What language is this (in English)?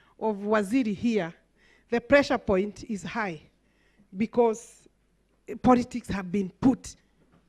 Kamba